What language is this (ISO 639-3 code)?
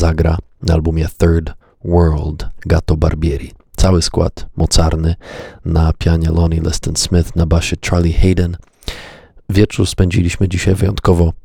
pol